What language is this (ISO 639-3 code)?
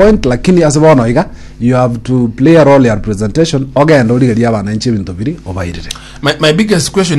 guz